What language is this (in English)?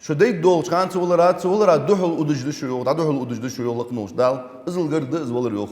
Ingush